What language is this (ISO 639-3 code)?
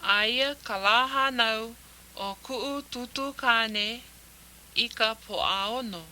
haw